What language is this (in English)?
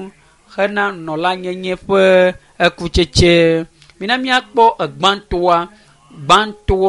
Ewe